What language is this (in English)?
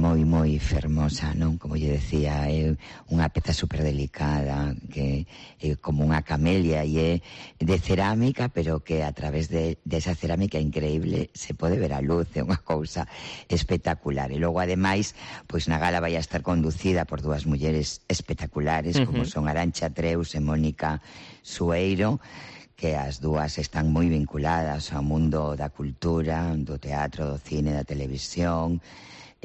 Galician